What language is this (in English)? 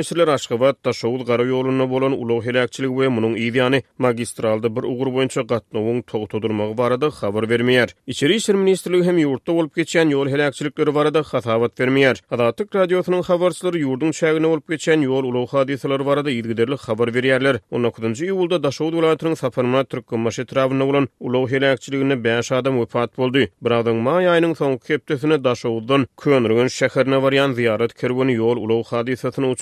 Turkmen